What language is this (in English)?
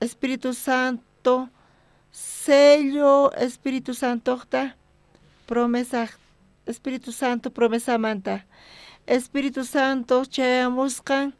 South Bolivian Quechua